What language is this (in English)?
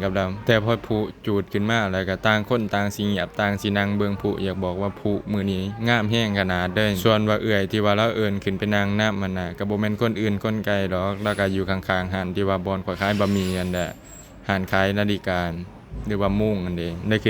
Lao